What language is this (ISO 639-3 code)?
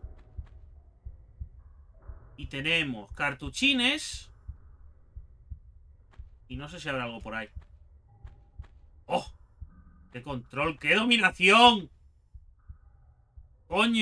spa